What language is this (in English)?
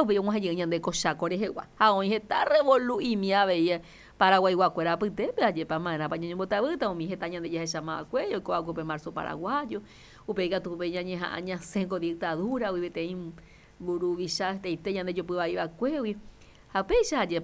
Guarani